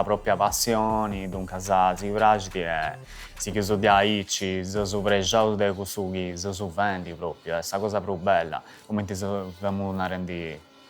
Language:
Sardinian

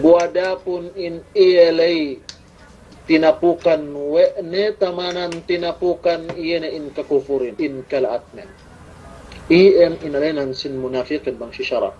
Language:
Yakan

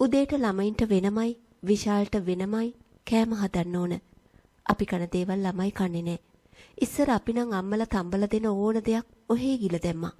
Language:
Sinhala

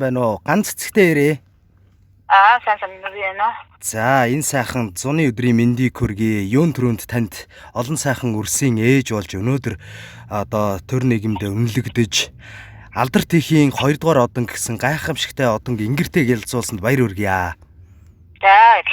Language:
Mongolian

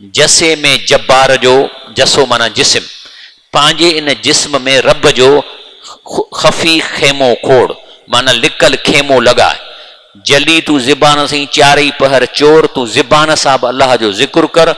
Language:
Sindhi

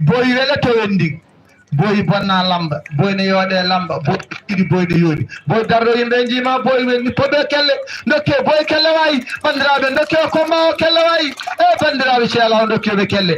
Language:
Fula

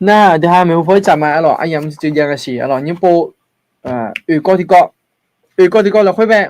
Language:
Akha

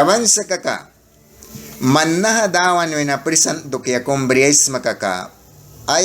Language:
Mískito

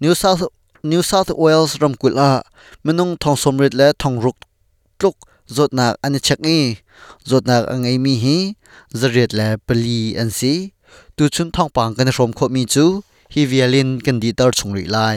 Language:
Hakha Chin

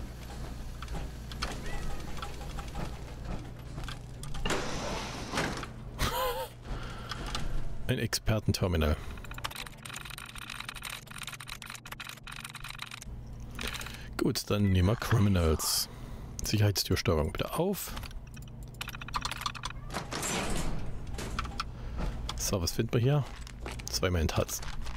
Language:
German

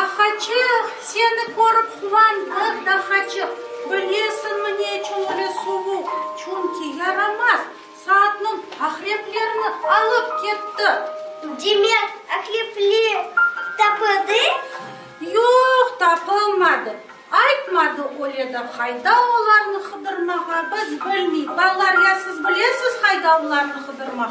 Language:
Crimean Tatar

